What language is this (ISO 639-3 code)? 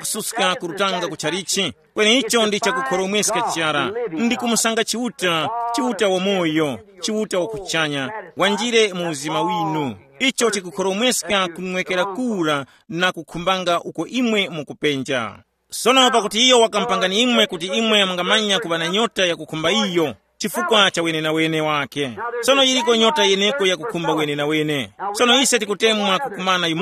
tum